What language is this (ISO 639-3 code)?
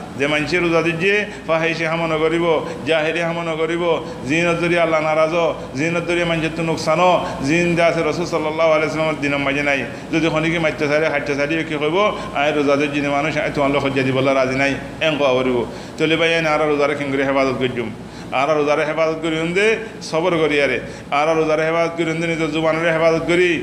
rhg